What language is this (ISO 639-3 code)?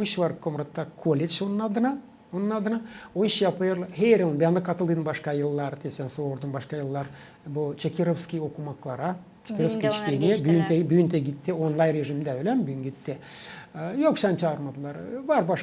gag